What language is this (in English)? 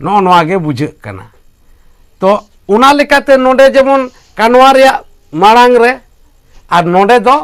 Santali